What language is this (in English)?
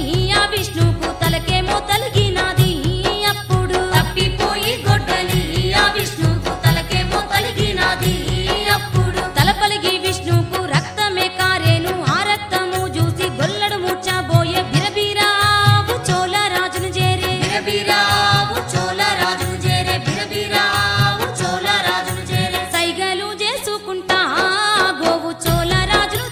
Telugu